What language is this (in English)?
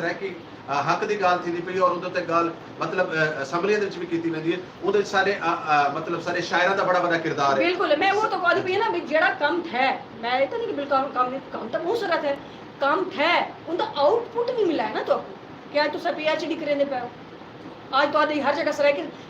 Saraiki